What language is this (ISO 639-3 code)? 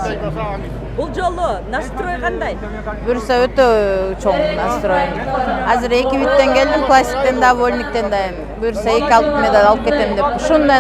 kir